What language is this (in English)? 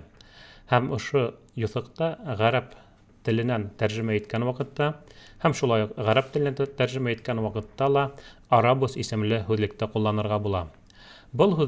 Bashkir